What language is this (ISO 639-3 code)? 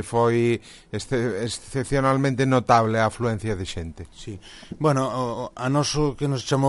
glg